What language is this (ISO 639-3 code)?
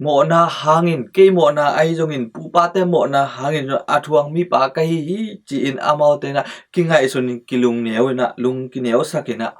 ctd